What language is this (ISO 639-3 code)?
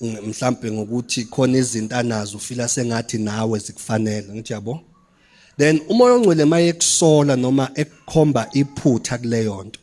zul